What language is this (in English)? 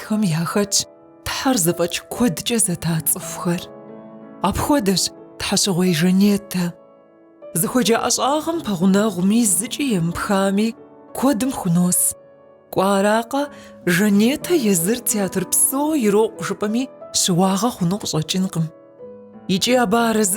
Kabardian